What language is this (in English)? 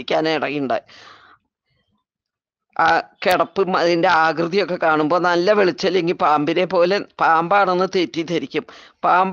Malayalam